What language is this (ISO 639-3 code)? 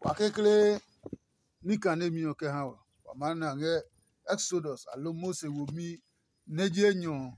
ada